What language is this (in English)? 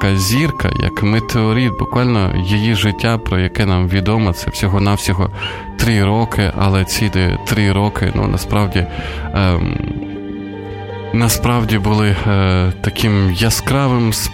Ukrainian